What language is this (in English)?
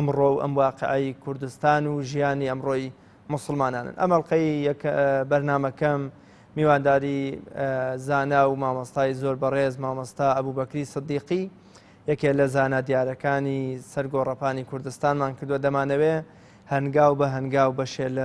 Central Kurdish